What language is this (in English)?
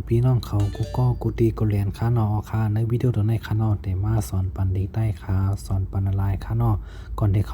Shan